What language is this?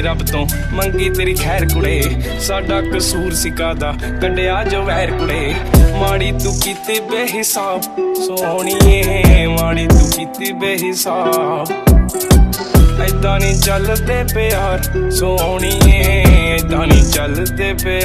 Punjabi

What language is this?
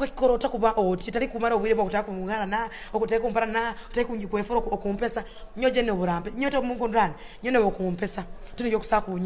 Nyoro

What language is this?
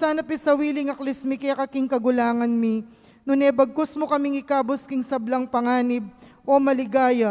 Pampanga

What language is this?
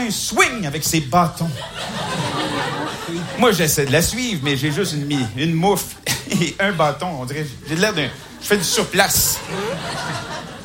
French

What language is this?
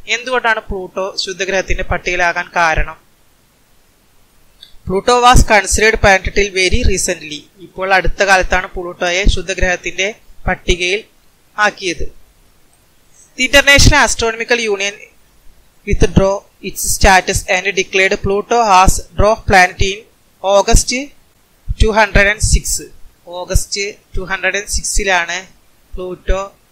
Malayalam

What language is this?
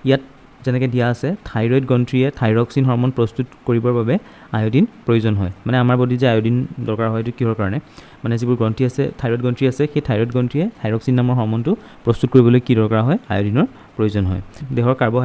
Assamese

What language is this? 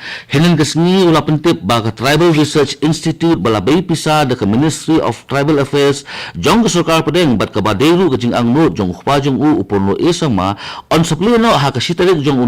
Khasi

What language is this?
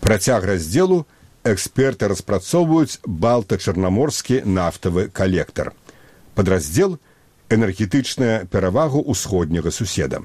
Belarusian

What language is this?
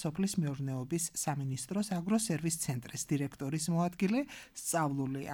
Georgian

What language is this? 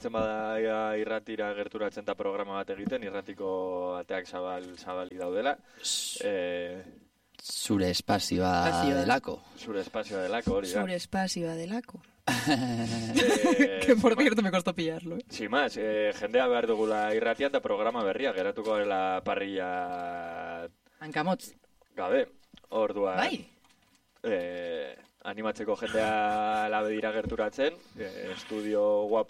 Basque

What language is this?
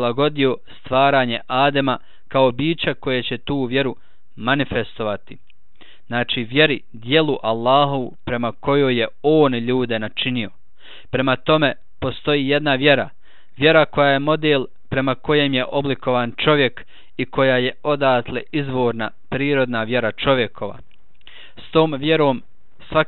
Bosnian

